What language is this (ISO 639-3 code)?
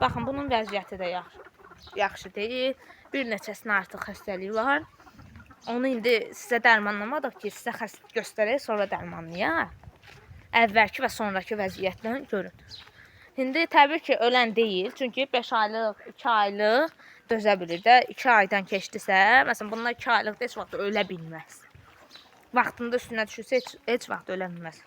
aze